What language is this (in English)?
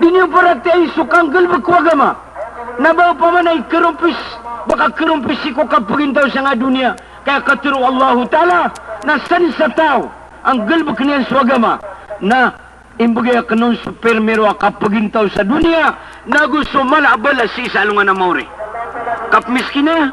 Maranao